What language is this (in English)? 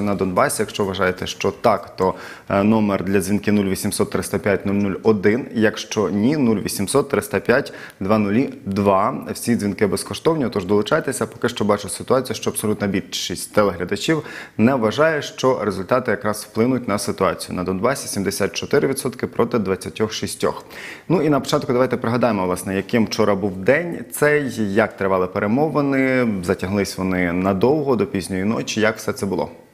Ukrainian